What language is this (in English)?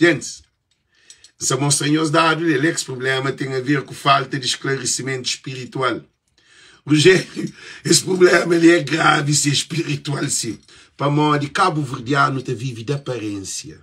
Kabuverdianu